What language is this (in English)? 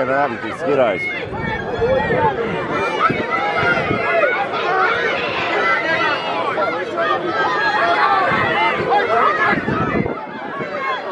Croatian